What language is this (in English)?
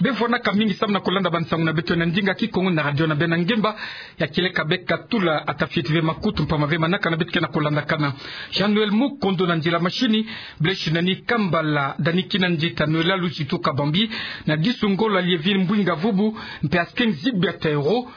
Kituba (Democratic Republic of Congo)